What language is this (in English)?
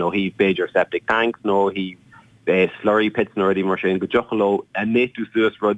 Irish